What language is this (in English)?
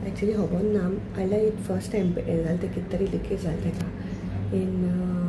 Konkani